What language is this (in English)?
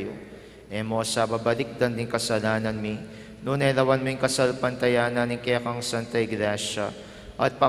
Pampanga